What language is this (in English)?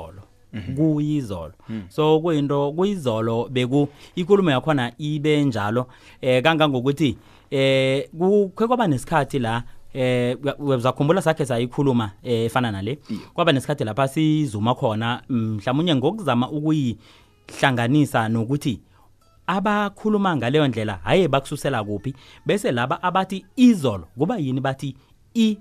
South Ndebele